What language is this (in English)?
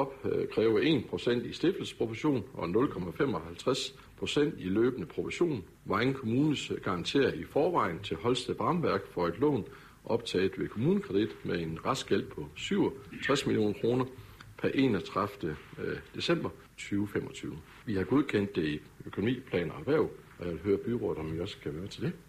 Danish